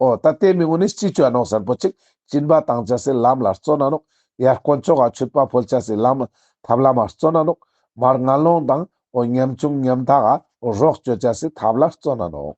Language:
Ladakhi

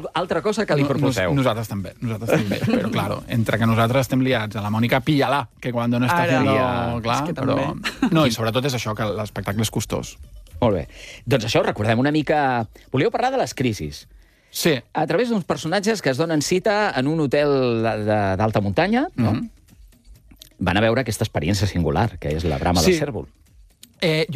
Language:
Catalan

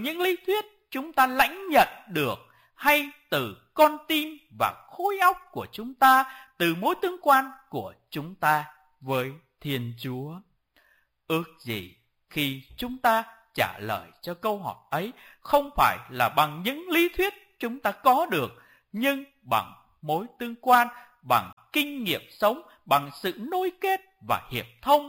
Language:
Vietnamese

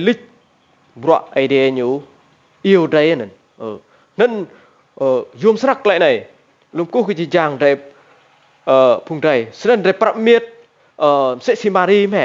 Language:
Rade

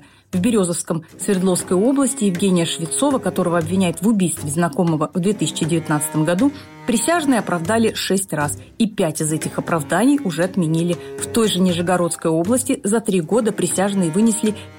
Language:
Russian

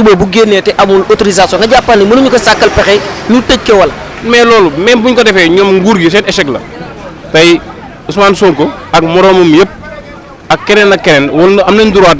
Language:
Wolof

